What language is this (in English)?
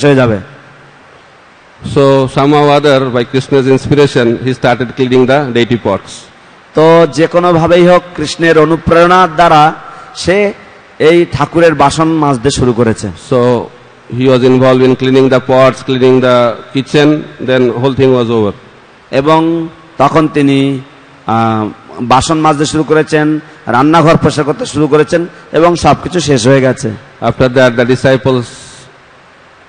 Bangla